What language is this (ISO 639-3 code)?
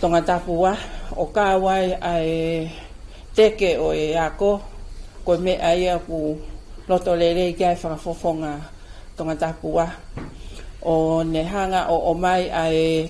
ton